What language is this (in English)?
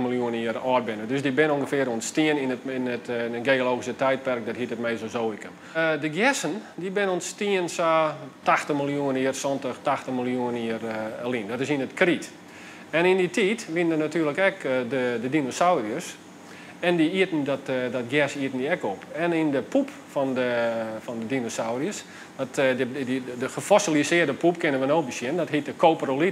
Western Frisian